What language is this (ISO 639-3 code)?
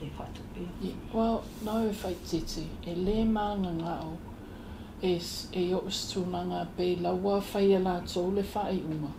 smo